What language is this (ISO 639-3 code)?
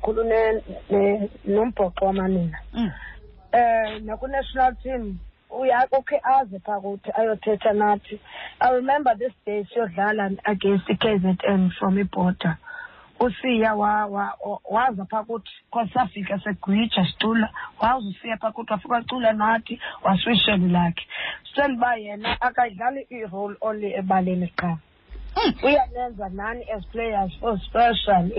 xho